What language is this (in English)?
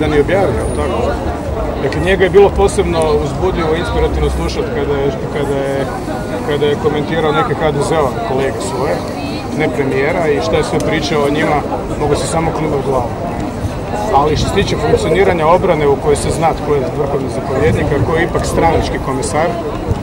Croatian